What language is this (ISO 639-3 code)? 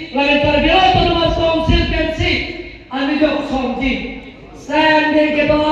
mjw